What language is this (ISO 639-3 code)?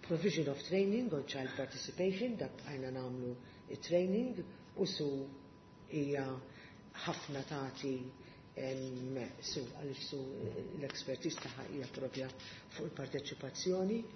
mlt